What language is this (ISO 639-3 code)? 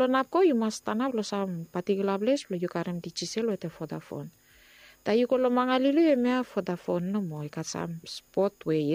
bis